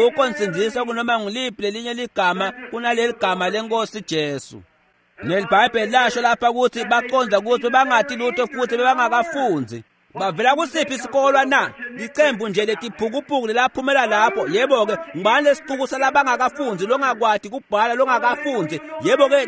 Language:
Swati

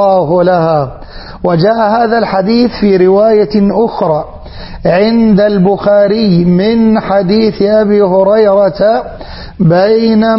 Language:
Arabic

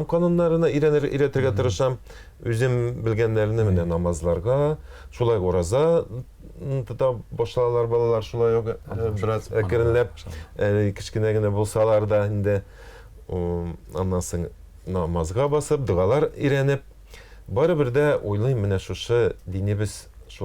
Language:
Tatar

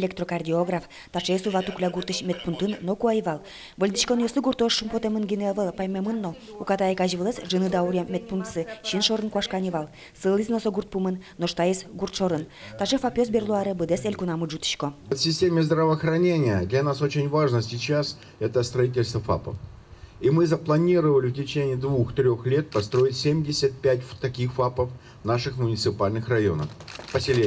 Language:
Udmurt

